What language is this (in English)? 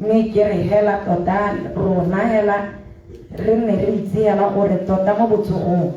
Tswana